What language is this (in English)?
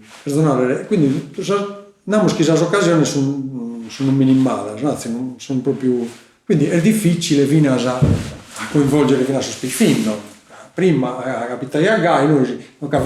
Sardinian